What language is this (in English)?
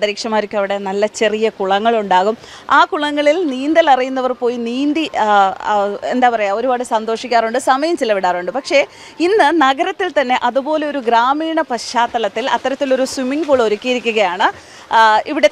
Malayalam